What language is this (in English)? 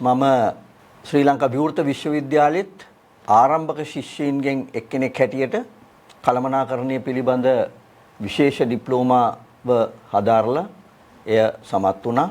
Sinhala